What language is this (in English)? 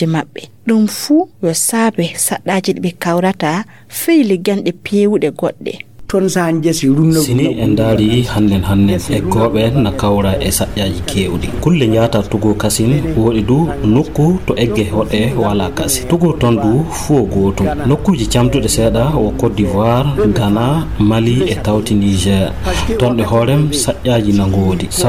Fula